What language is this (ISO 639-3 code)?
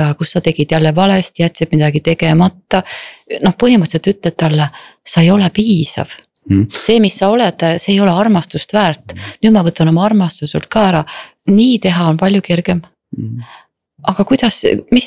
est